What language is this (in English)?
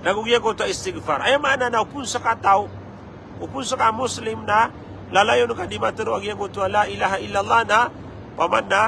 Maranao